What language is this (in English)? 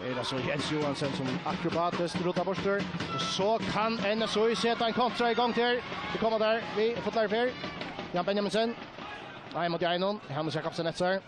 Faroese